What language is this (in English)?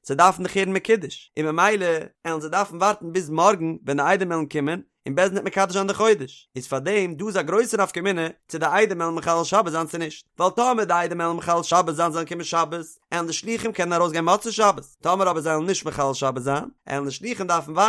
Yiddish